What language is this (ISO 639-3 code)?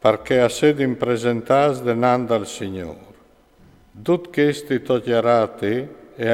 fur